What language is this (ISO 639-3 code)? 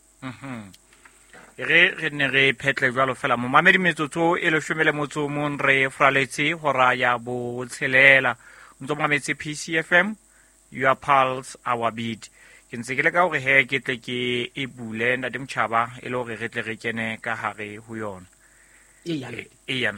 sot